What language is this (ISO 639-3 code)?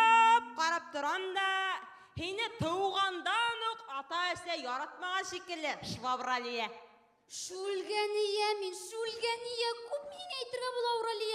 bak